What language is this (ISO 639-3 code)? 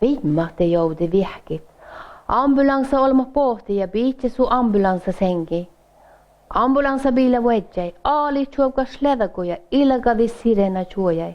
sme